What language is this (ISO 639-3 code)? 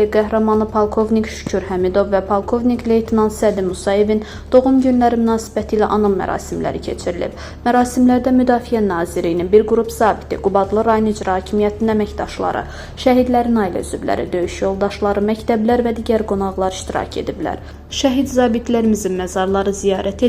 aze